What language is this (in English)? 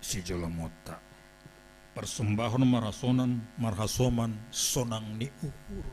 Batak Simalungun